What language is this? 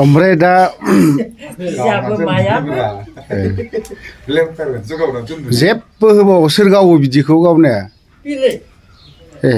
Bodo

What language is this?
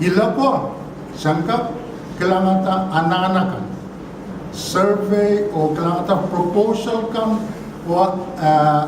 Pohnpeian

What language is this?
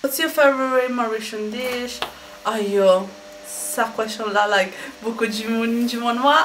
Morisyen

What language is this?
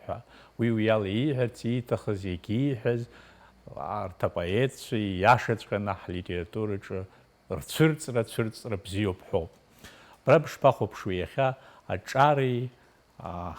Abkhazian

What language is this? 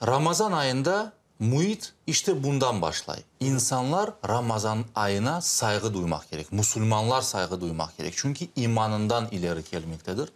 Crimean Tatar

